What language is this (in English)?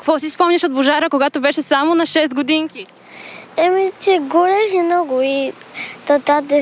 Bulgarian